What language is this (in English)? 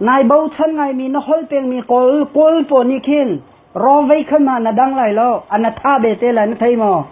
Hakha Chin